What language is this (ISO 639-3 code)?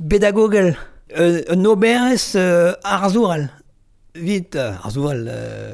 bre